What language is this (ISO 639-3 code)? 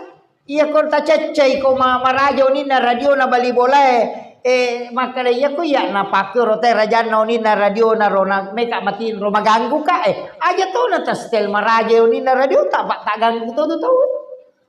bug